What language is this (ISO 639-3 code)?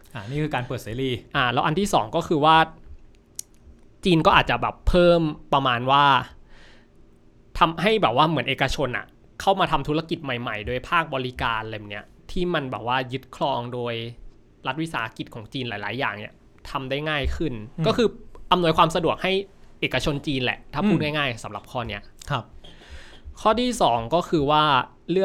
tha